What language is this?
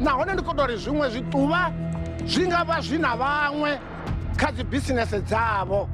Venda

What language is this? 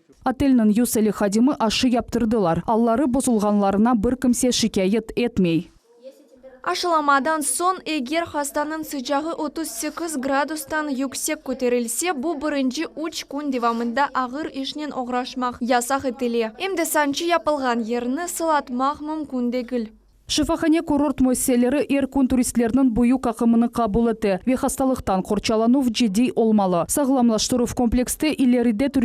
Crimean Tatar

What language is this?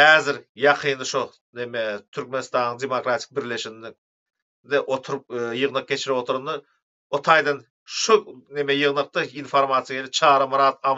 Turkmen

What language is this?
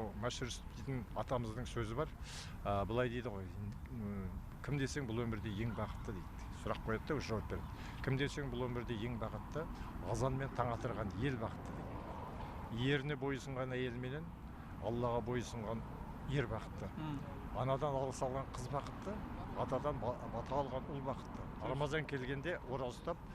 Kazakh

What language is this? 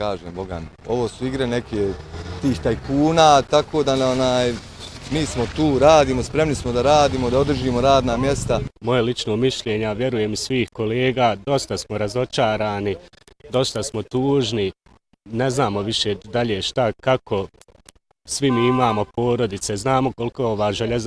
Bosnian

